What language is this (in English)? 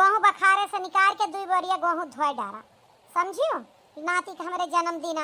Awadhi